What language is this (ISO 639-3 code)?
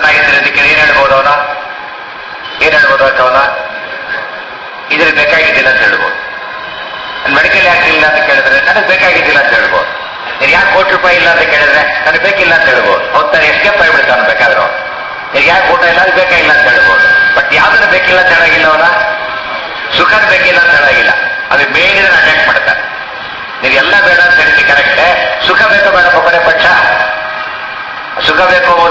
kan